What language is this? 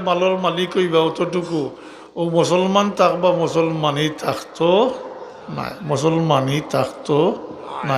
Sylheti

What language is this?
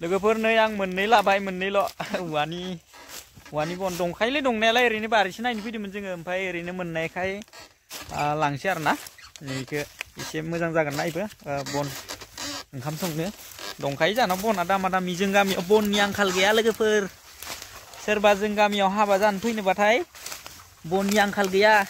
Bodo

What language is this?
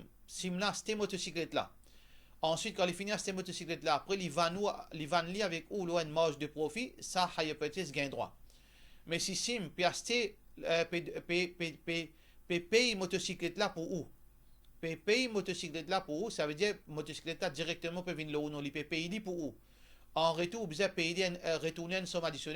Morisyen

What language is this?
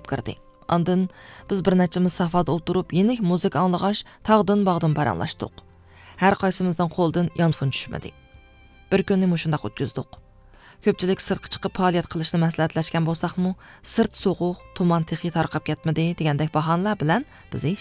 Uyghur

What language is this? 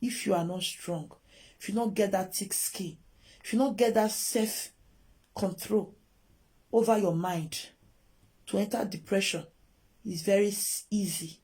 Nigerian Pidgin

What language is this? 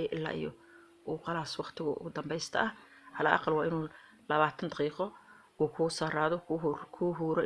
Somali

